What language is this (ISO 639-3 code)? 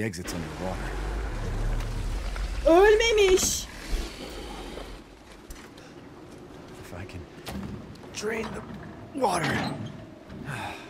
tur